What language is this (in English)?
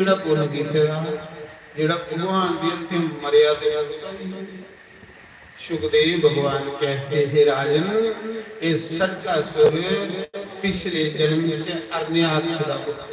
Dogri